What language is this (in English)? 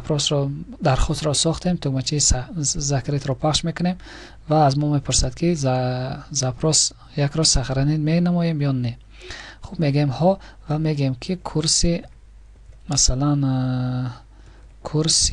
Tajik